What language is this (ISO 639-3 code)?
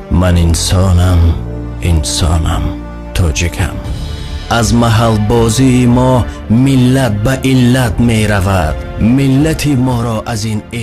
tgk